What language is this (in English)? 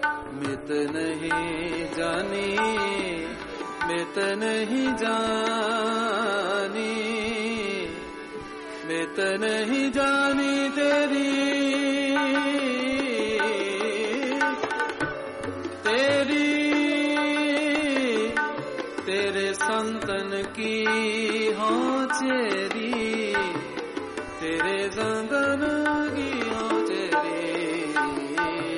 Hindi